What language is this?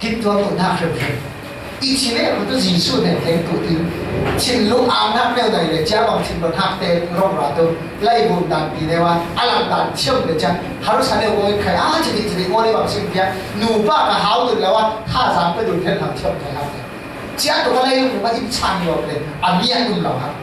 Falam Chin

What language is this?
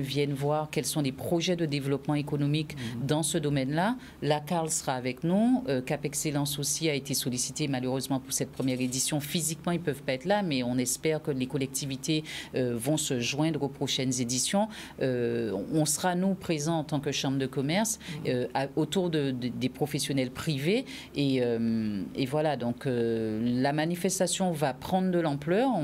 French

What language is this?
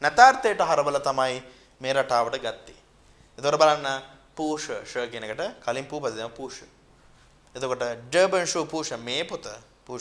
Sinhala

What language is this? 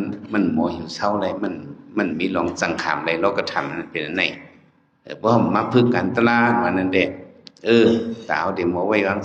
Shan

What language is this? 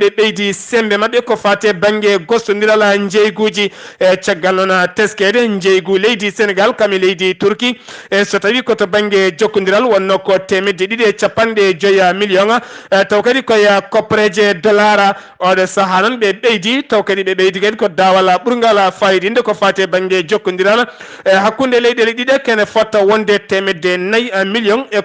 Fula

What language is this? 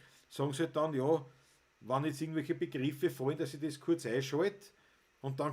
Bavarian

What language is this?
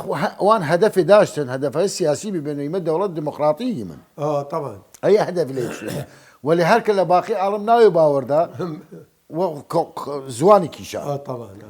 Southern Kurdish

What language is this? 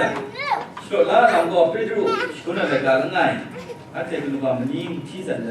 Kachin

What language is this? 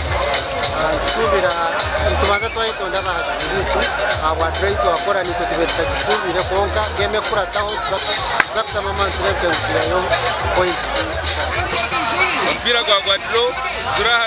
Nyankole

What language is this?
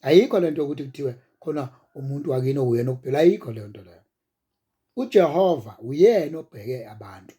Zulu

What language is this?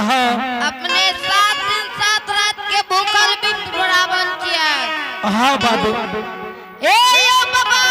Angika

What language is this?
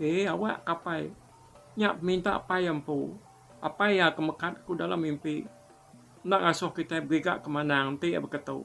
Iban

